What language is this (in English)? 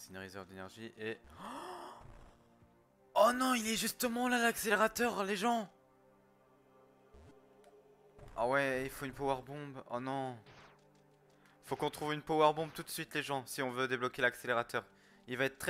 French